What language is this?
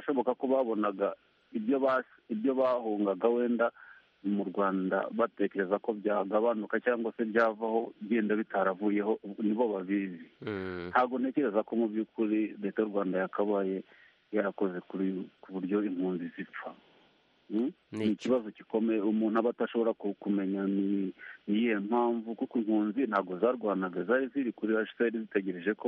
Kinyarwanda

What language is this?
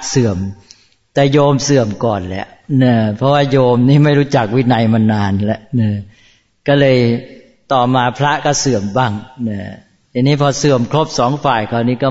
Thai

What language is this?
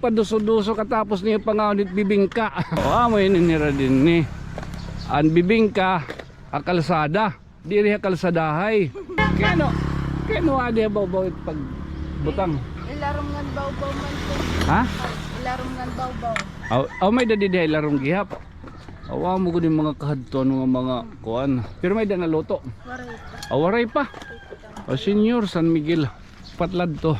Waray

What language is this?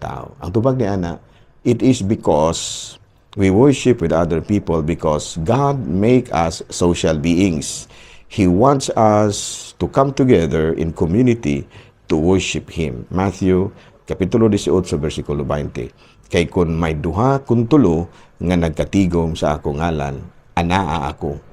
Cebuano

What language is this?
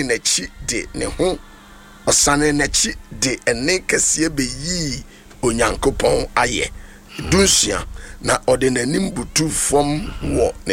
Akan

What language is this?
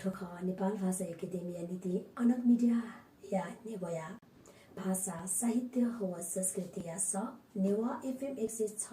Newari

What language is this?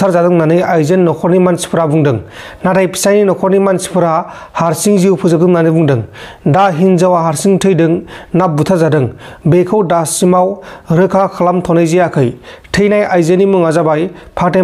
Bodo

